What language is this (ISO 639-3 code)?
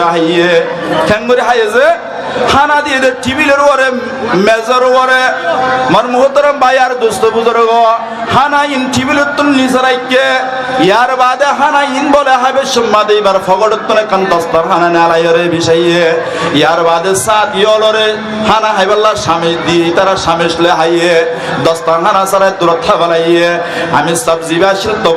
rhg